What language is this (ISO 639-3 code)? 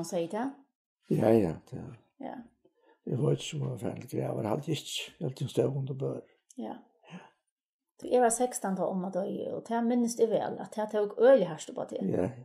fao